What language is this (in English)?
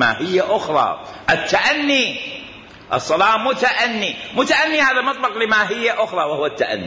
Mesopotamian Arabic